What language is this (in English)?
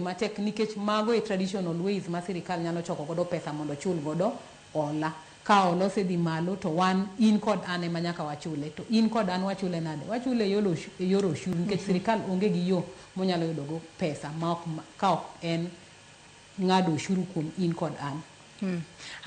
Luo (Kenya and Tanzania)